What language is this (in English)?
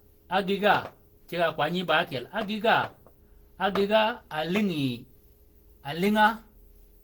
Shilluk